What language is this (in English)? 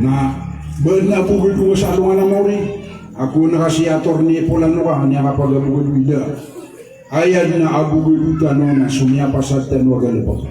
Maranao